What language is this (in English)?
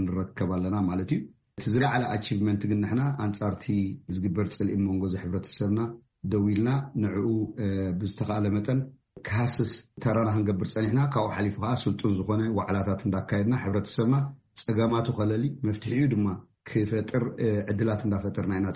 Tigrinya